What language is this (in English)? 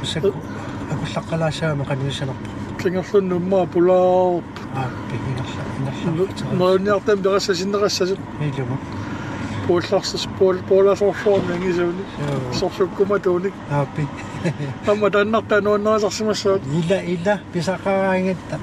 Kalaallisut